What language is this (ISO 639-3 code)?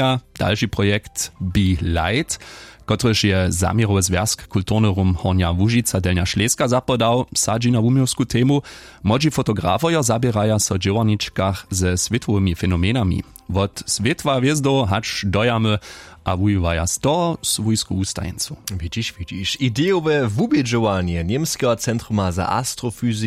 hsb